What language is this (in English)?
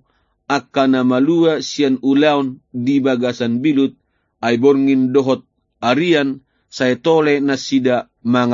Batak Toba